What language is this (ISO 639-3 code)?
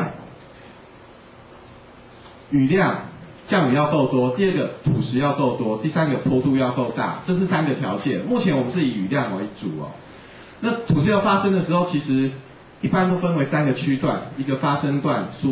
zho